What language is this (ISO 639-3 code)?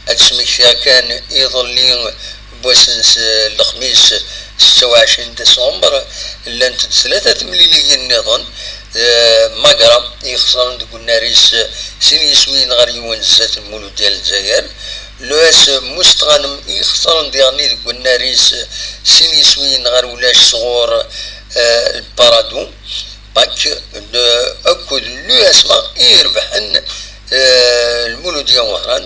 kab